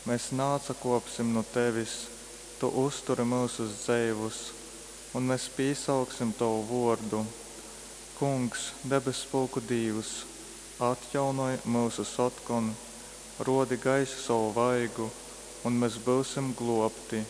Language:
Latgalian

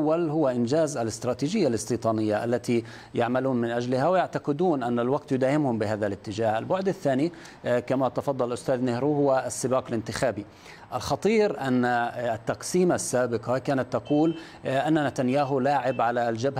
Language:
Arabic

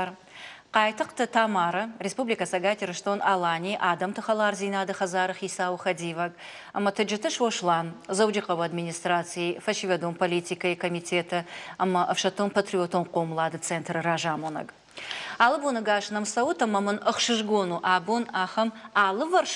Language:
Ossetic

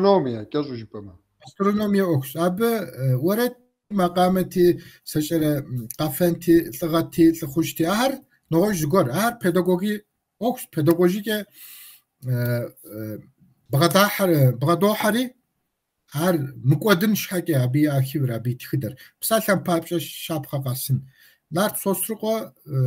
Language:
Kabardian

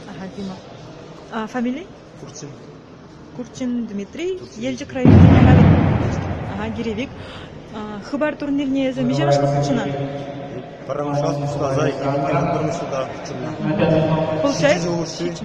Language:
Chuvash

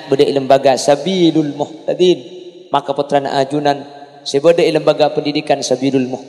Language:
Madurese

